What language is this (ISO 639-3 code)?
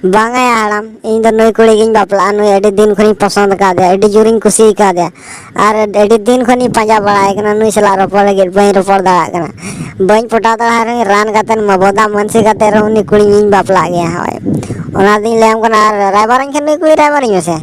sat